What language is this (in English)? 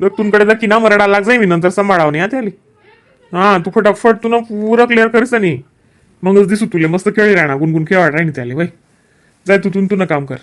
Khandesi